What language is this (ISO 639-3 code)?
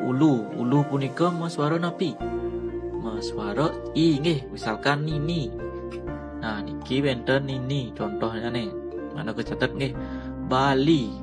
ban